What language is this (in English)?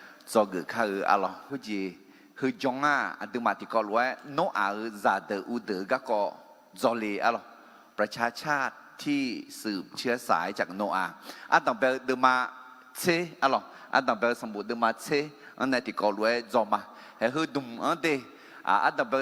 Akha